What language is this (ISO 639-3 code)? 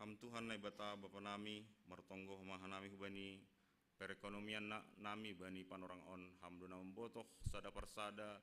bts